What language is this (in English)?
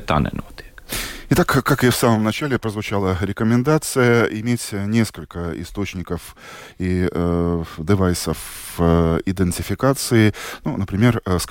Russian